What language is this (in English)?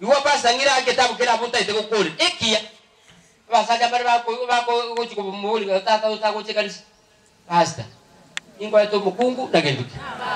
Gusii